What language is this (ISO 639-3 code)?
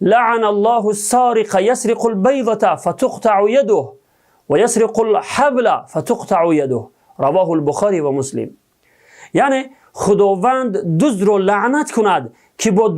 tgk